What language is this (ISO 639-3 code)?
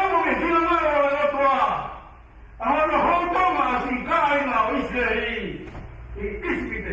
ton